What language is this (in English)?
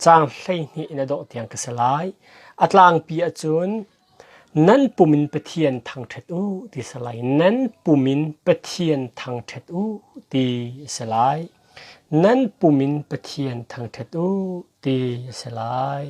Hakha Chin